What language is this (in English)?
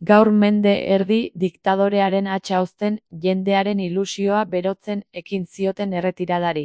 Basque